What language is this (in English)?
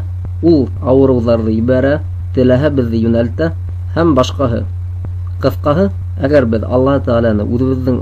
Bashkir